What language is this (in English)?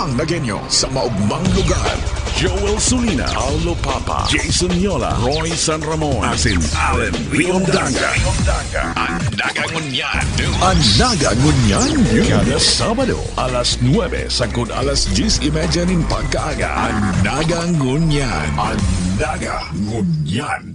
Bikol